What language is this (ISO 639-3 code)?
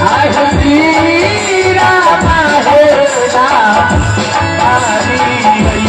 mai